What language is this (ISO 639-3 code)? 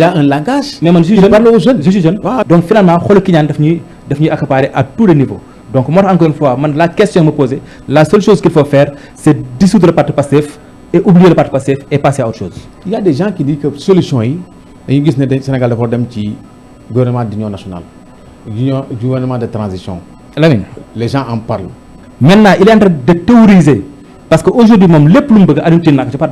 wol